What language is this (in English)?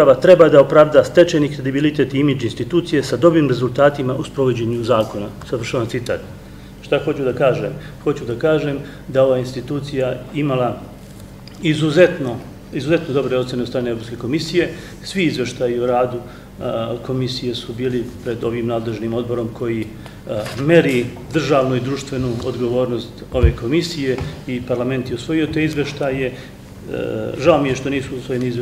Serbian